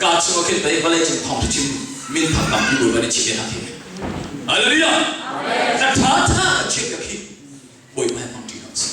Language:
Hakha Chin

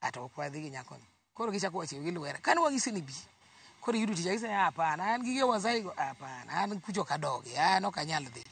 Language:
Luo (Kenya and Tanzania)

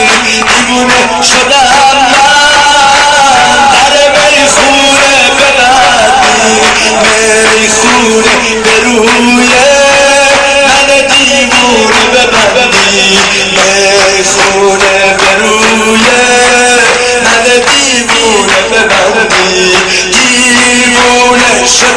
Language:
Persian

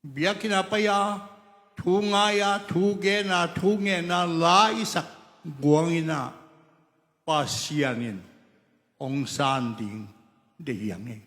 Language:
Tedim Chin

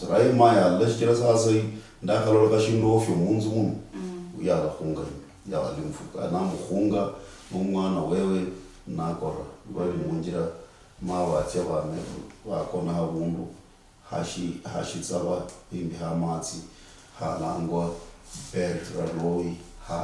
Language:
Luyia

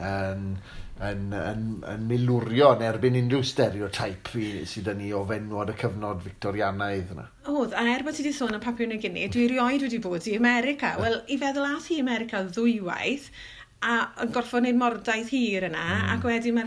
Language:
Welsh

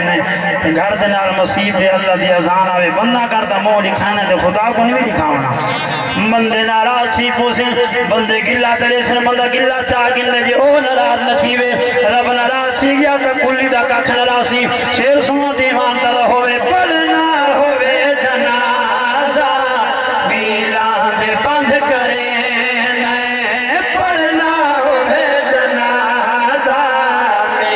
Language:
Saraiki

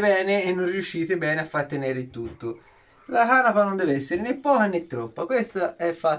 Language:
Italian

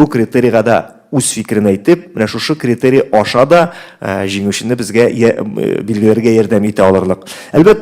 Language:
Tatar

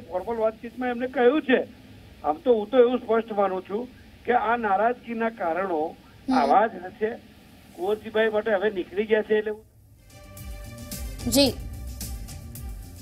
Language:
Gujarati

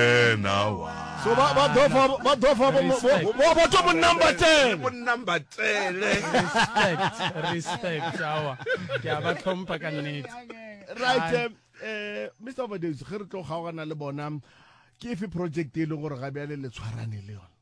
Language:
Northern Sotho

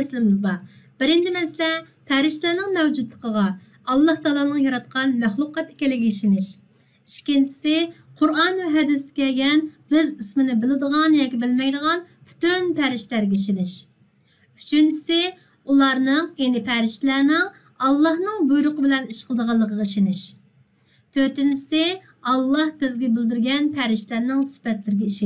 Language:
Uyghur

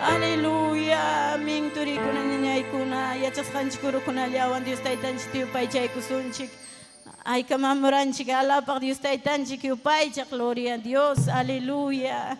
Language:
Ayacucho Quechua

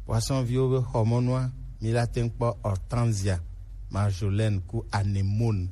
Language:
Gen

